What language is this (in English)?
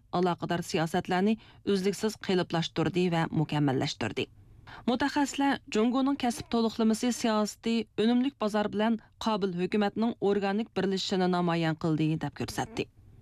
Uyghur